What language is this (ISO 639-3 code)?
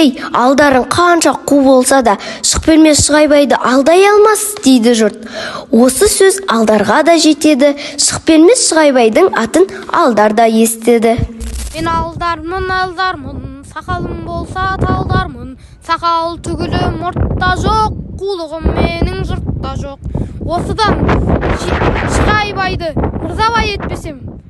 kaz